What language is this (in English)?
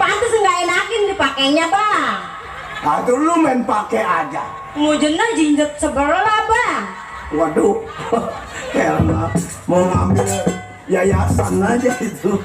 Betawi